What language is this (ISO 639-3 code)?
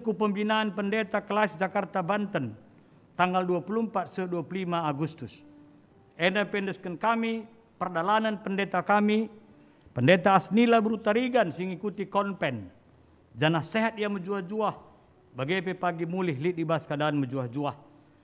btx